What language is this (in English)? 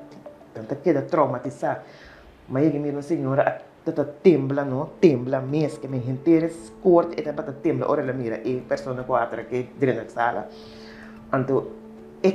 Papiamento